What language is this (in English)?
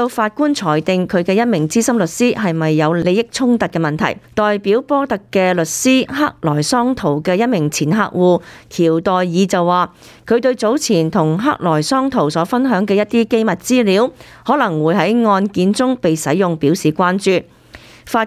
Cantonese